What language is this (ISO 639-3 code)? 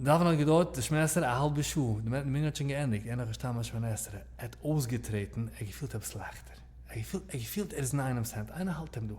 yid